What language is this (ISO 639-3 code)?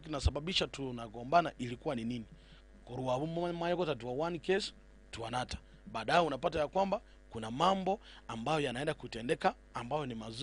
guz